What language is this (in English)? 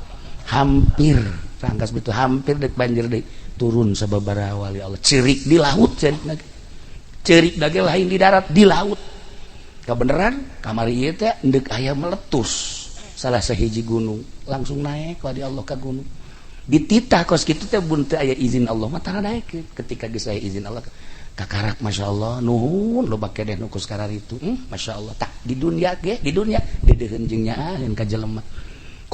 Sundanese